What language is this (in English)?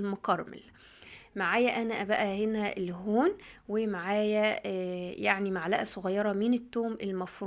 Egyptian Arabic